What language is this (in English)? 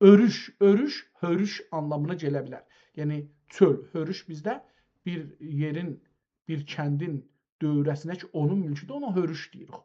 South Azerbaijani